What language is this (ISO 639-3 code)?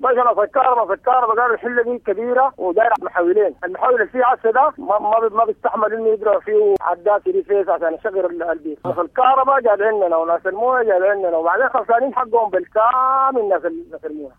apd